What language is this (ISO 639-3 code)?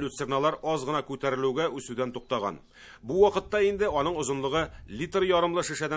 tat